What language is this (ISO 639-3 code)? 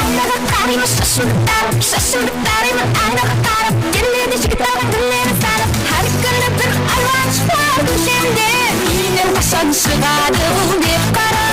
kaa